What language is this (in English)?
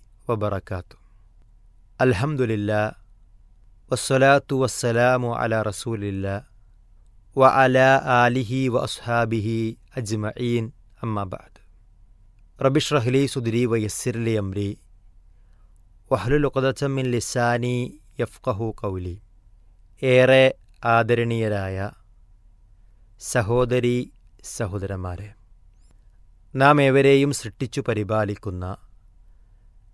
Malayalam